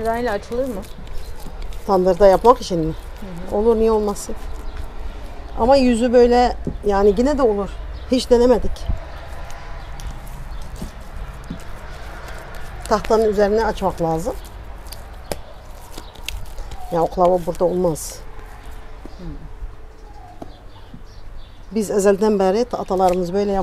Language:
Turkish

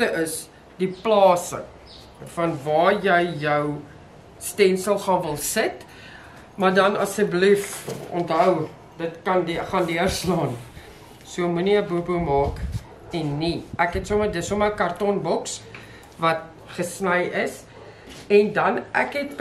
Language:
Afrikaans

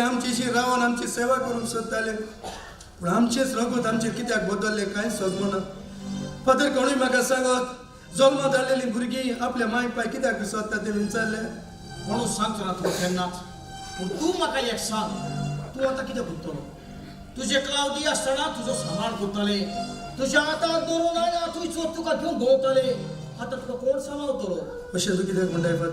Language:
Konkani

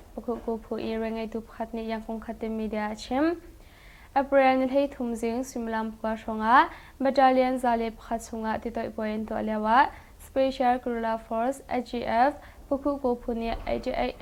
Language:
Hakha Chin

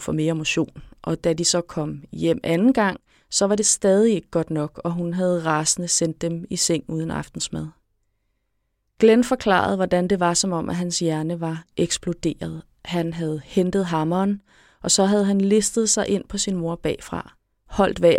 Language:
Danish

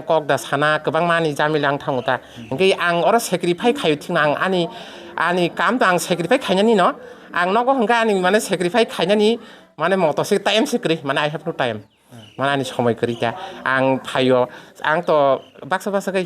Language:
Kok Borok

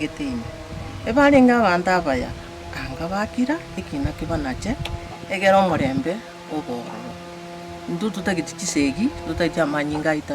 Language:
Gusii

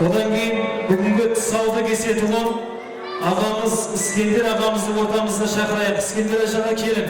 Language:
Kara-Kalpak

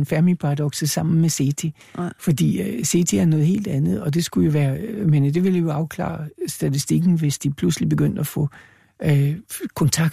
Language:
Danish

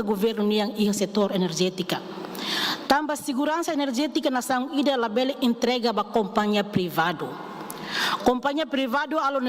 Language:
Tetum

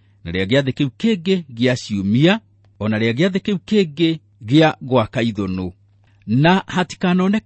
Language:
Kikuyu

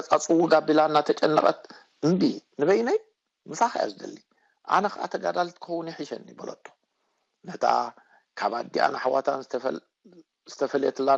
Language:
Tigrinya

